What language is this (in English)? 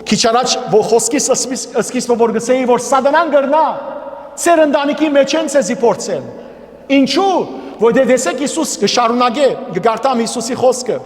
Western Armenian